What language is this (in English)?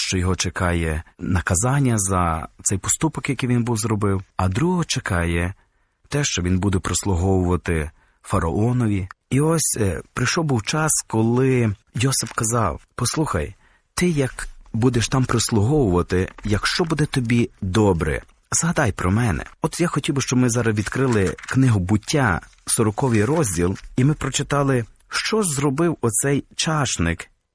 Ukrainian